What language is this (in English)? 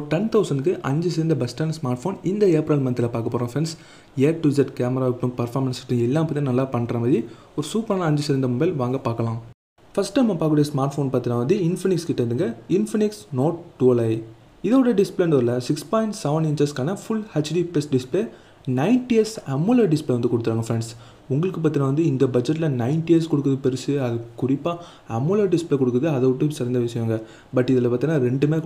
Tamil